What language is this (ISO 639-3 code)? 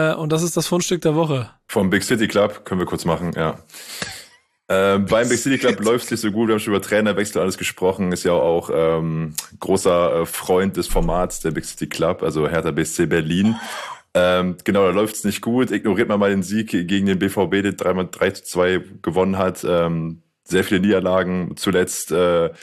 deu